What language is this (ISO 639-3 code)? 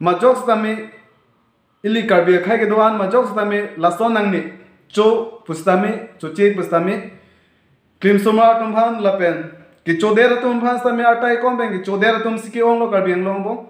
mjw